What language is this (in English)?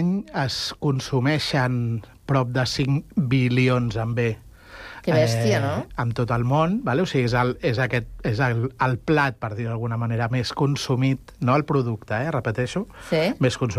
Catalan